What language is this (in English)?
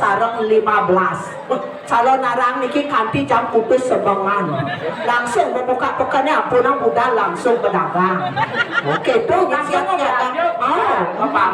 Balinese